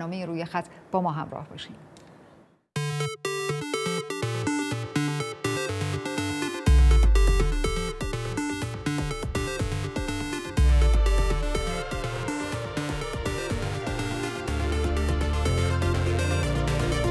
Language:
Persian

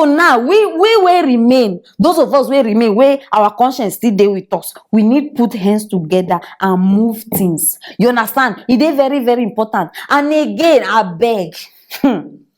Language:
Nigerian Pidgin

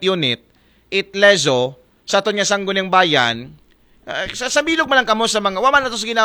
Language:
Aklanon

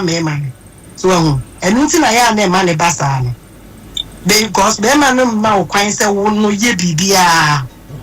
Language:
Akan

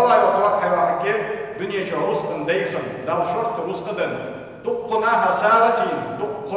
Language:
Ingush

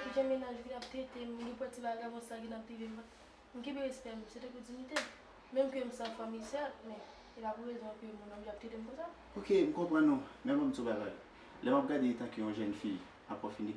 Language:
Haitian Creole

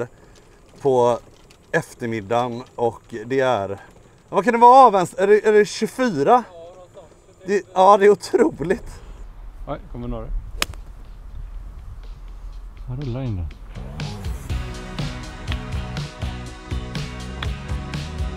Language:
Swedish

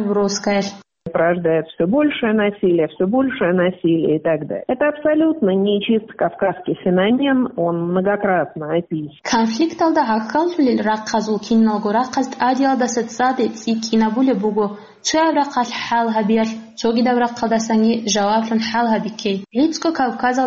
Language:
Avaric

